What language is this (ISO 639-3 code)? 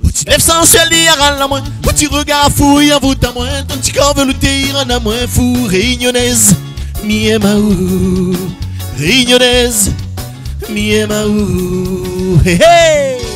rcf